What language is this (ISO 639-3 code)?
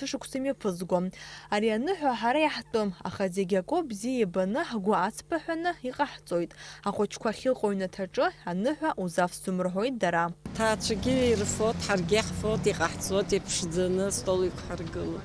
abk